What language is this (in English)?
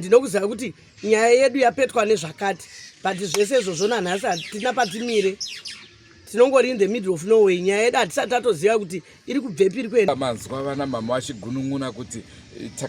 Shona